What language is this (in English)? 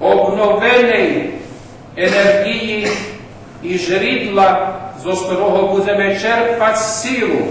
Rusyn